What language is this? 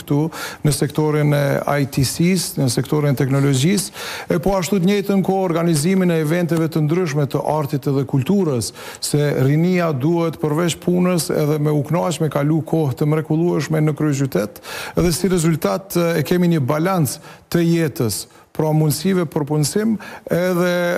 Albanian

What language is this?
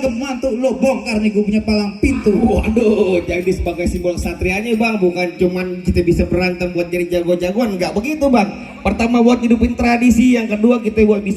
Betawi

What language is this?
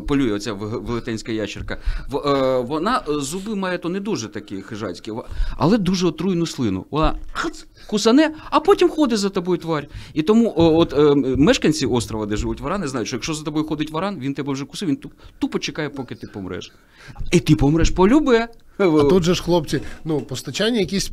Ukrainian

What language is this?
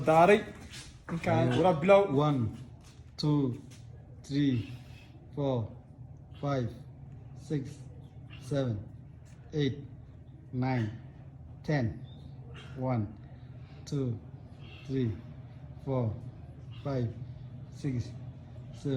Somali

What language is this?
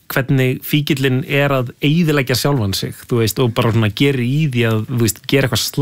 Icelandic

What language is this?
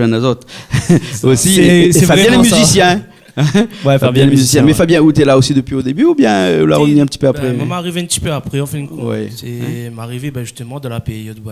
Réunion Creole French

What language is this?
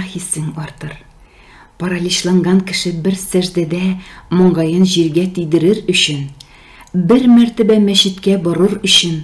Tatar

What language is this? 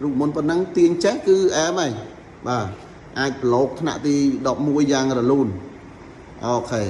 Khmer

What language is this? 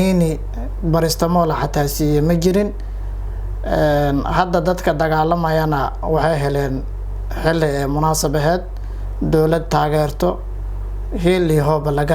Somali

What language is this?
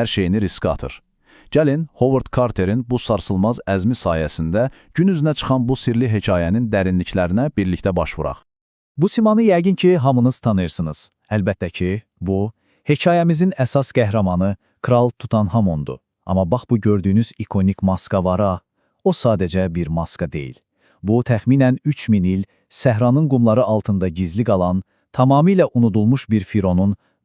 Azerbaijani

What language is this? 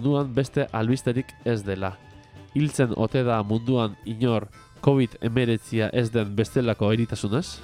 Basque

